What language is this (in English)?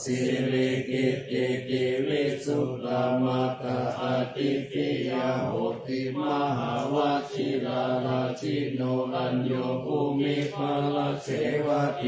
Pali